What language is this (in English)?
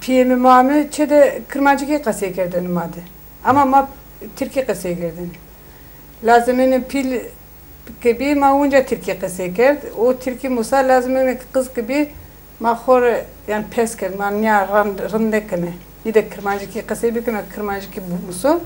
Zaza